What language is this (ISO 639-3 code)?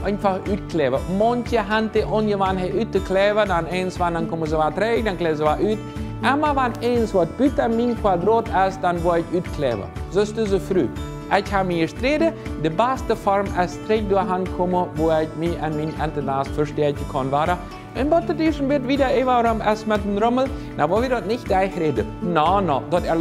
pdt